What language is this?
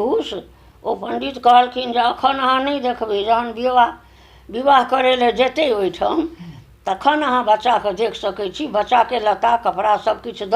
Maithili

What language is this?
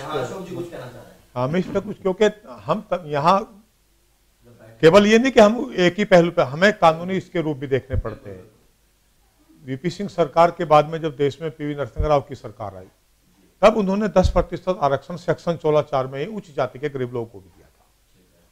Hindi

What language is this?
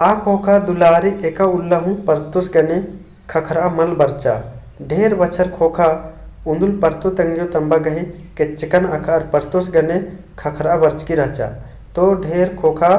Kurukh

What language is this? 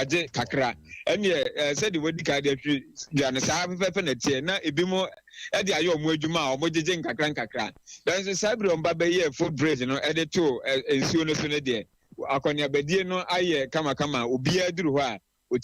Akan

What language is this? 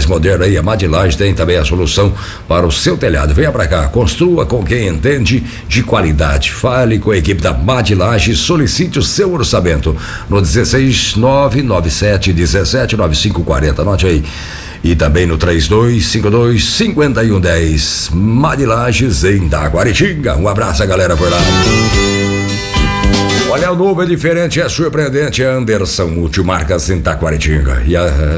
Portuguese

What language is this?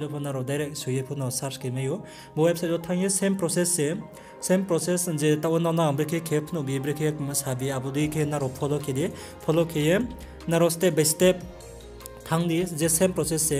Riang (India)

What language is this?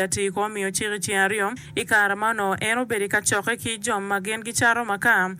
Acoli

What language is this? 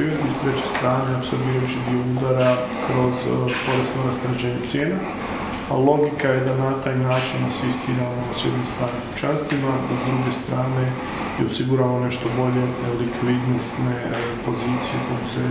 Croatian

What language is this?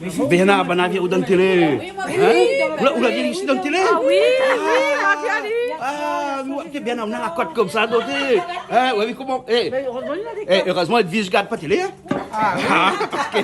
Réunion Creole French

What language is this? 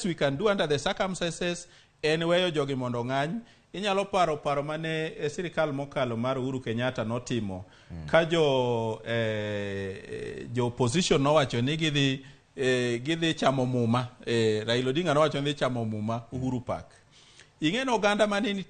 Luo (Kenya and Tanzania)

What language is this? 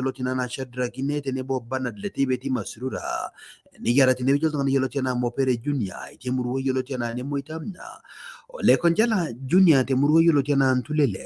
Masai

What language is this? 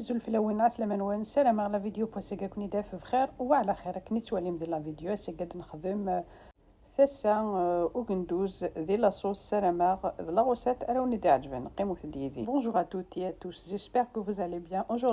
Kabyle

